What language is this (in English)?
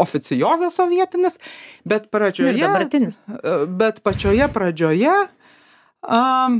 Lithuanian